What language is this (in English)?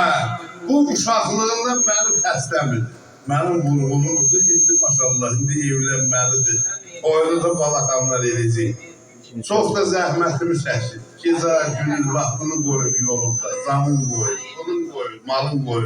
South Azerbaijani